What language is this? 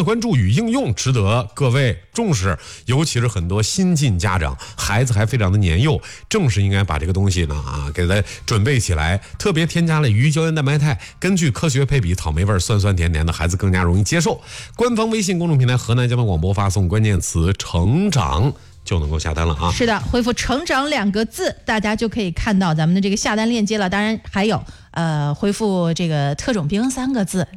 Chinese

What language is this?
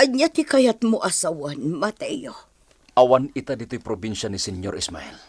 Iloko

